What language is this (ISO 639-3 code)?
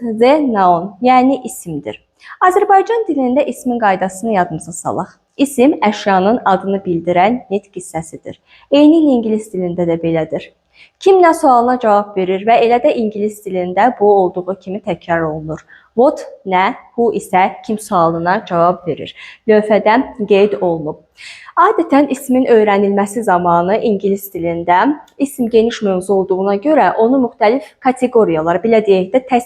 aze